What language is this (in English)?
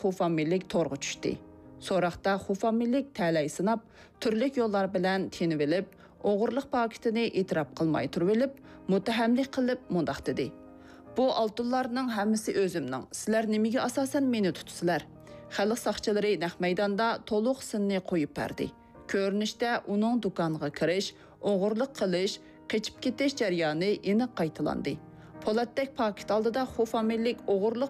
Uyghur